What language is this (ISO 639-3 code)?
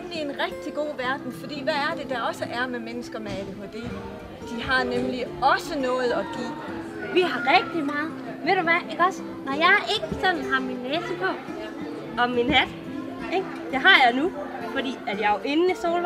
dan